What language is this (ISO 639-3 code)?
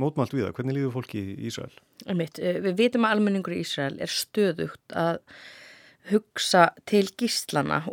isl